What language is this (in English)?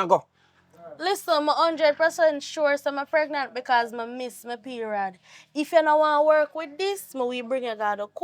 Jamaican Creole English